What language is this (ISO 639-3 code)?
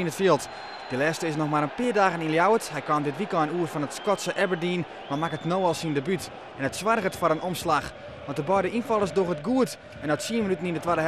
fry